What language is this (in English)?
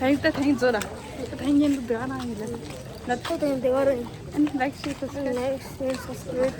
Tibetan